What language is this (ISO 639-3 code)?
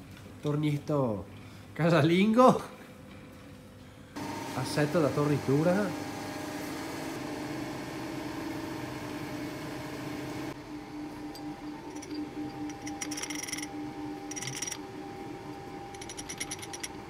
ita